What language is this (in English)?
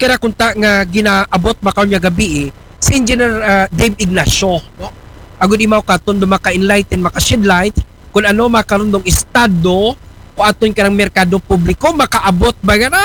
Aklanon